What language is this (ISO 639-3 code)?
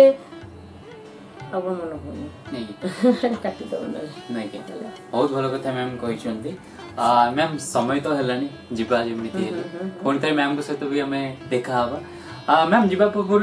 ori